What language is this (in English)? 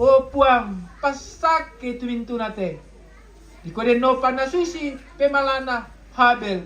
Toraja-Sa'dan